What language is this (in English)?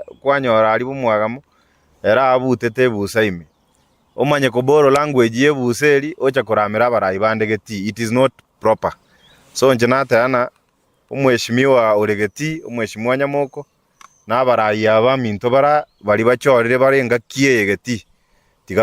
Gusii